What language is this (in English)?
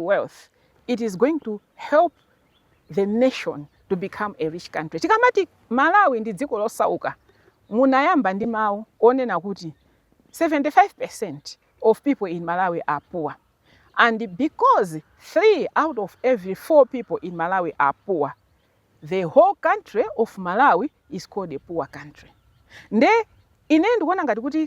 Nyanja